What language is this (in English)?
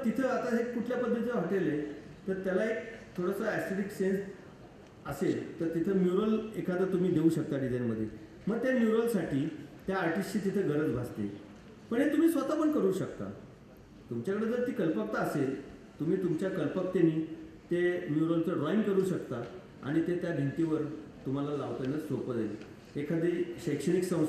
Marathi